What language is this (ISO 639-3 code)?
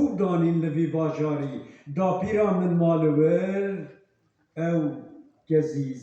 kur